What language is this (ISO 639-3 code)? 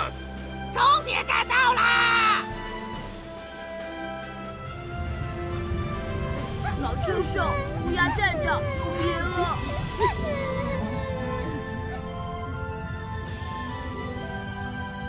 zho